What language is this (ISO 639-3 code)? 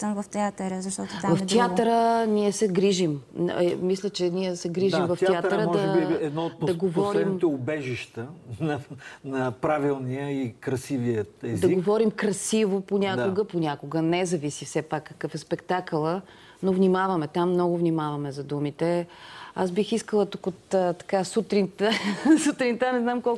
bul